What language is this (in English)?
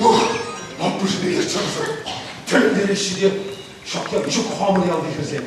Chuvash